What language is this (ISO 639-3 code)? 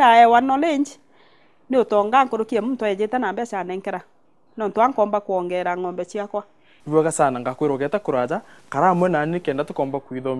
mer